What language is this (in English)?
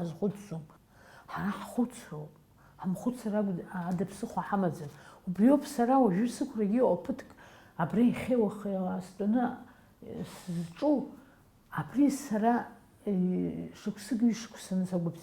Abkhazian